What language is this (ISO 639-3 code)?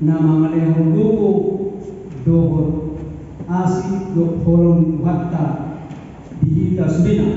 bbc